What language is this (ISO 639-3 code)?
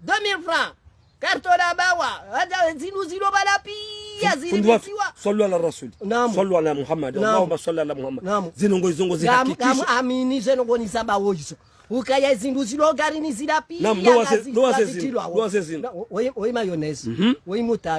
zdj